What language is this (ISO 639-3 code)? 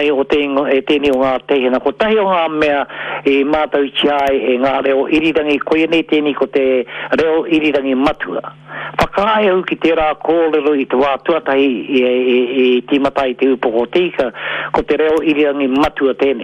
mri